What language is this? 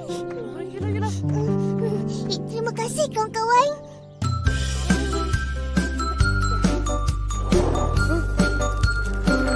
Malay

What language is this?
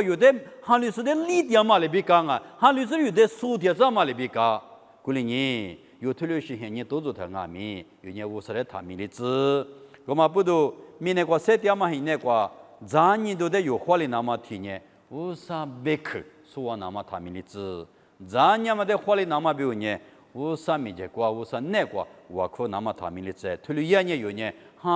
Lisu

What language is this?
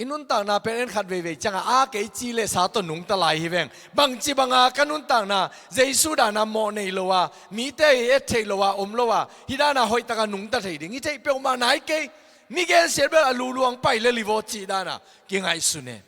Tedim Chin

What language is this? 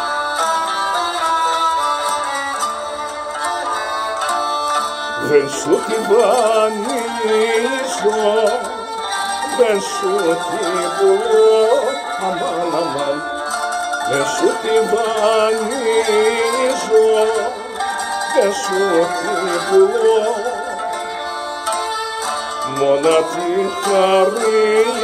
Greek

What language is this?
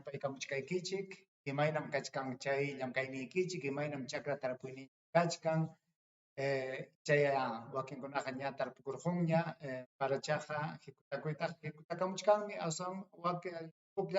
Ayacucho Quechua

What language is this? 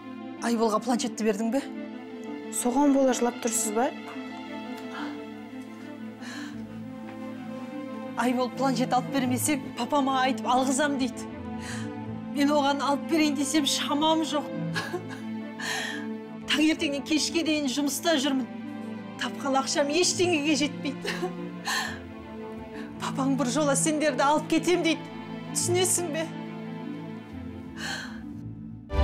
Kazakh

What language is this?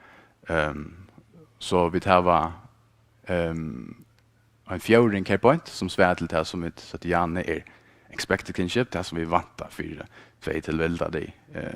Faroese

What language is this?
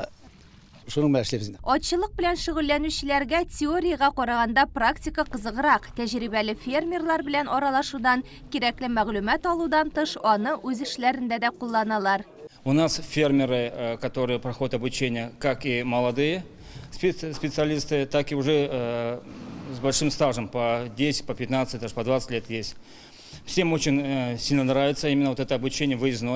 Tatar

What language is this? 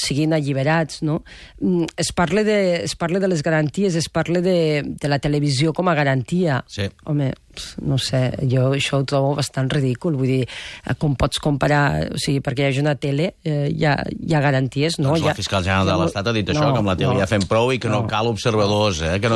Catalan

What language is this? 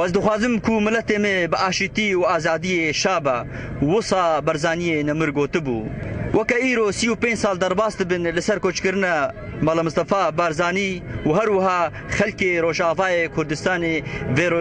Kurdish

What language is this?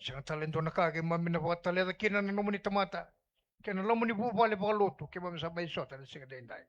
Fijian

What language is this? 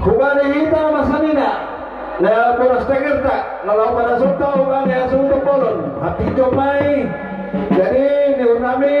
Batak Simalungun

